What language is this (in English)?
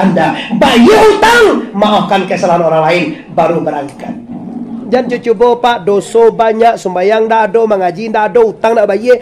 Minangkabau